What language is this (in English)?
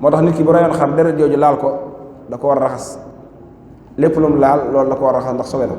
Wolof